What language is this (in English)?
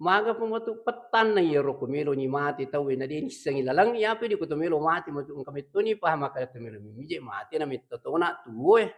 Buginese